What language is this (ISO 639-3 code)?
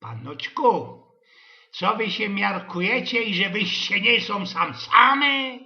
szl